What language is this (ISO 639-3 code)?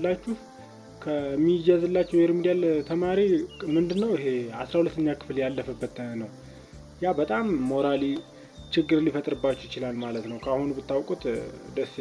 amh